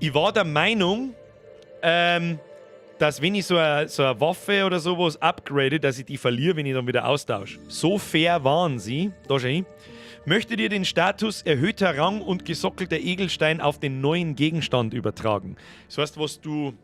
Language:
Bavarian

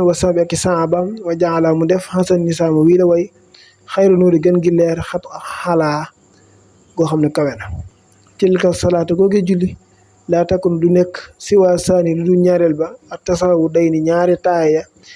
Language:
Wolof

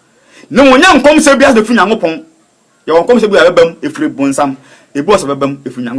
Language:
Akan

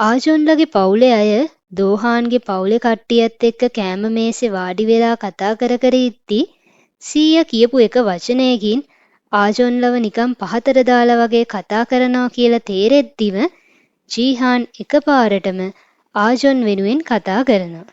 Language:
Sinhala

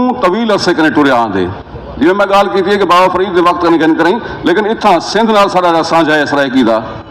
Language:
Saraiki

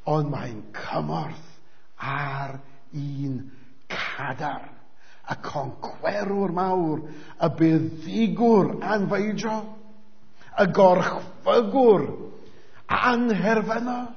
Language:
Welsh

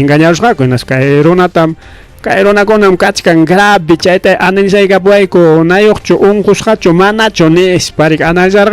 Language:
Ayacucho Quechua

